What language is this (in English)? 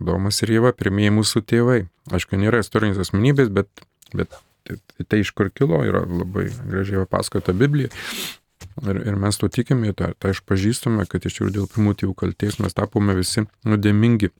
Lithuanian